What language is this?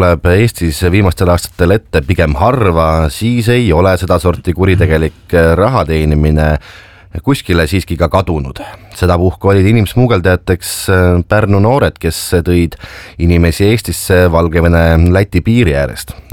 Estonian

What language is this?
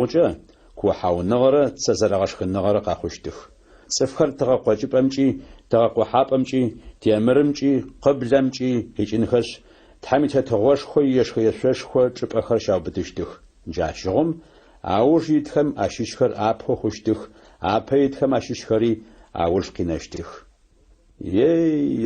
Adyghe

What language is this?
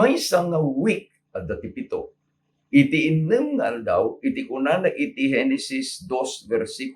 Iloko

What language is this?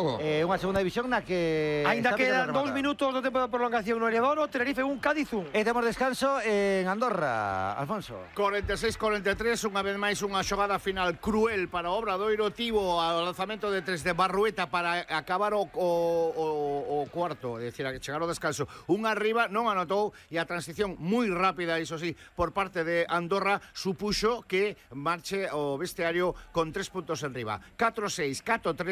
Galician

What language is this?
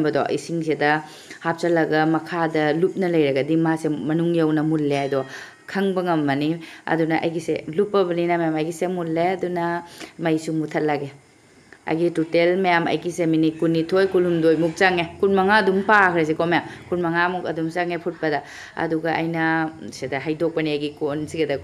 Manipuri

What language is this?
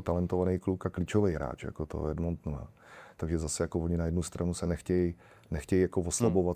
Czech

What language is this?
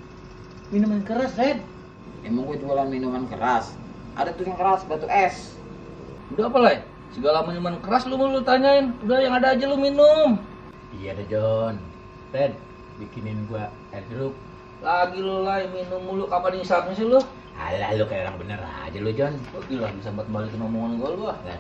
Betawi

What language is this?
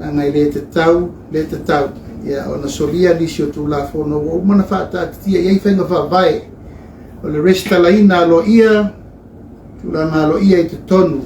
Samoan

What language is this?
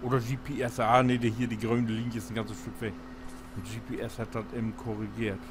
Low German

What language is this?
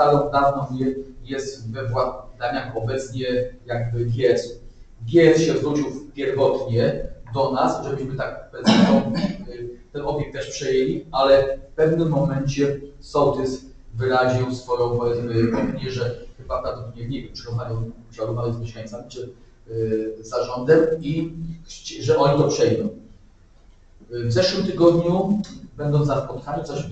Polish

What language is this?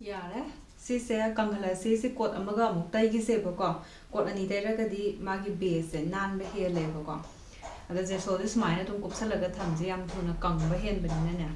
Manipuri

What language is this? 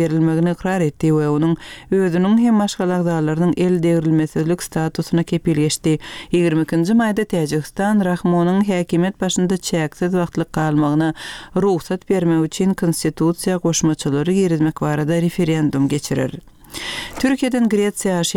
Turkmen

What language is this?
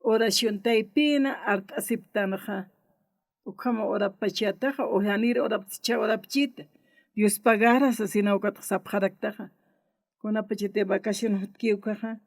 Aymara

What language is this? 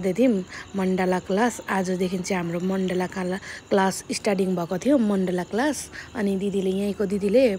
Nepali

